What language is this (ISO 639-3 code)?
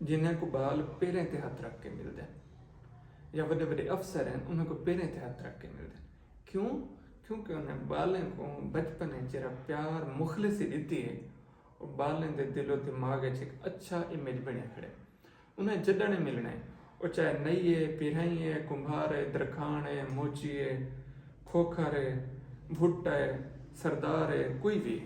skr